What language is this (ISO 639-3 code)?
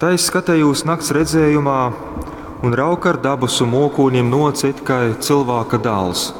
ltg